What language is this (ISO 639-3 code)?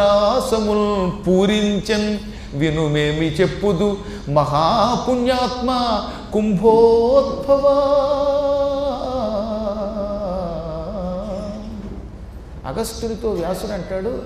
tel